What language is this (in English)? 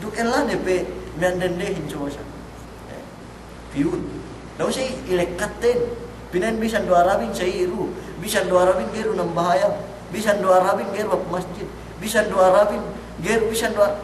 Yakan